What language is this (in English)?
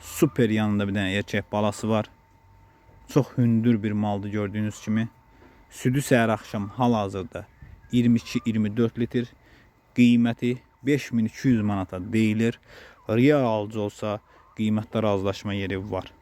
Azerbaijani